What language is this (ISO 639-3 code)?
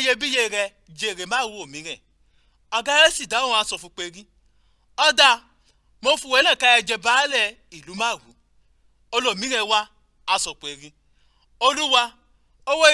yor